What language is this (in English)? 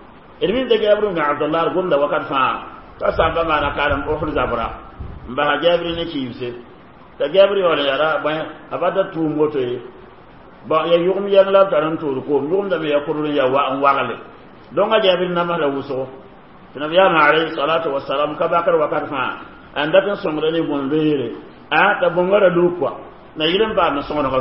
Mossi